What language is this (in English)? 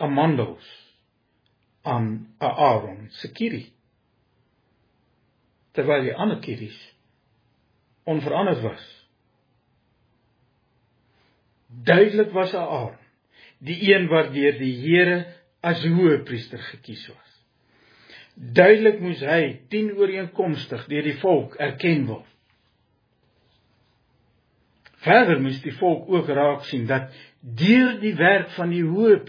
Afrikaans